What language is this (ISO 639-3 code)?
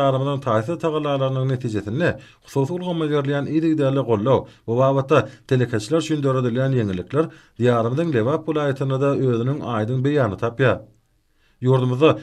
tuk